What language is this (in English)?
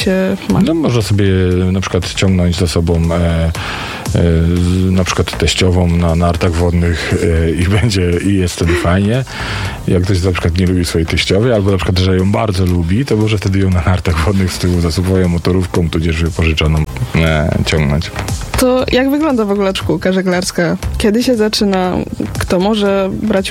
Polish